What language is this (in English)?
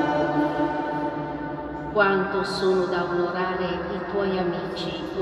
Italian